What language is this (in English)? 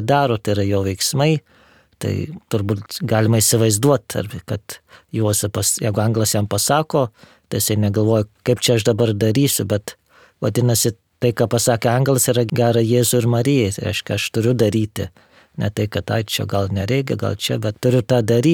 Lithuanian